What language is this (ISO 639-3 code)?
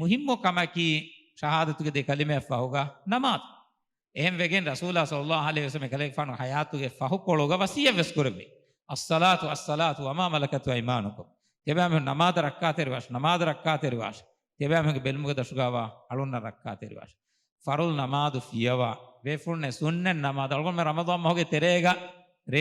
div